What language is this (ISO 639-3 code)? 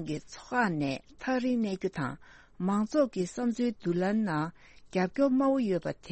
bod